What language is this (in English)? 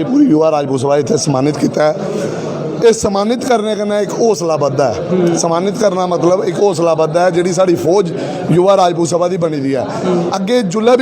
Dogri